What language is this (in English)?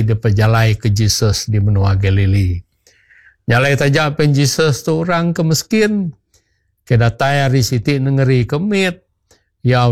Iban